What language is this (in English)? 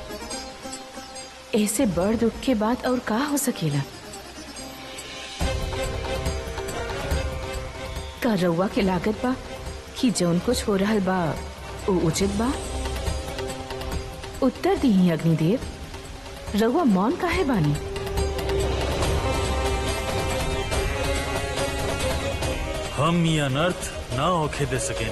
Bhojpuri